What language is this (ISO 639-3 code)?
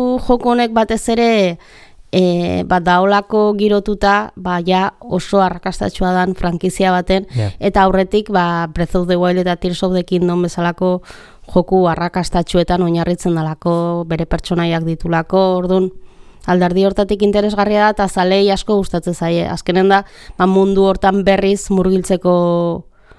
eus